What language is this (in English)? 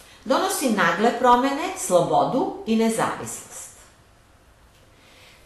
Serbian